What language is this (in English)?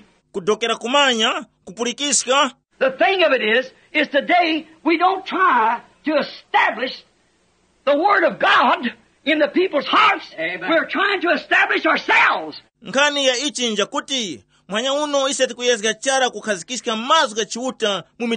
Tumbuka